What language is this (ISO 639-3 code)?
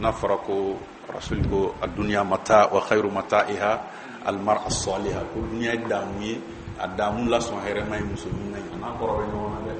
bam